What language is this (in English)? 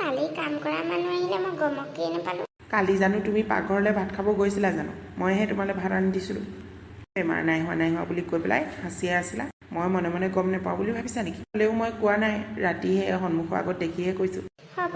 Assamese